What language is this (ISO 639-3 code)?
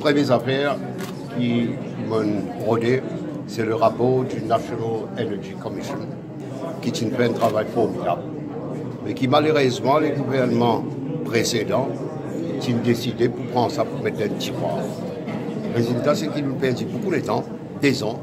mfe